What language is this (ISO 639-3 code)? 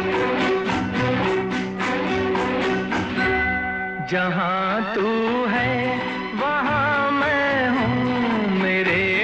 hin